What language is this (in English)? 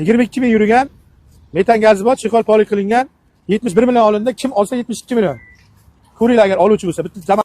Uzbek